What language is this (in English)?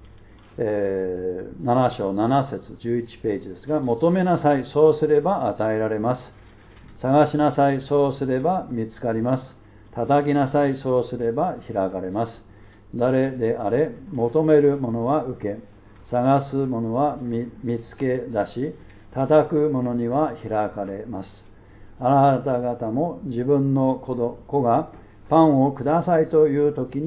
Japanese